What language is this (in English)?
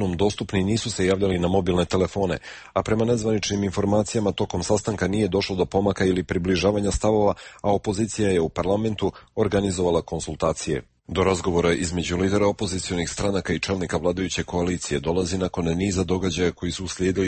Bosnian